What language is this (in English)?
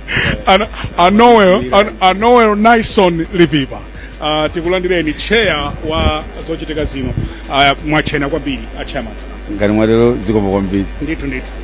Nyanja